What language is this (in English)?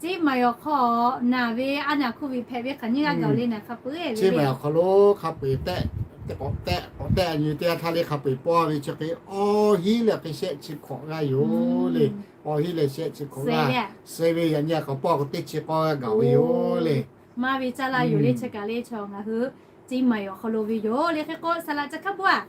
Lahu